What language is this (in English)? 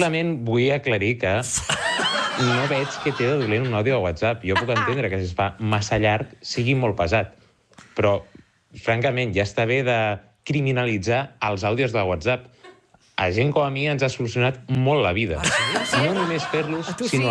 Catalan